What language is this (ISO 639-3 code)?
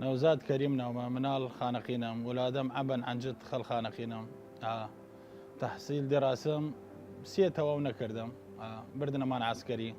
sdh